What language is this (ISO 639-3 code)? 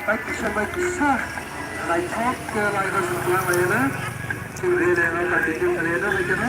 trp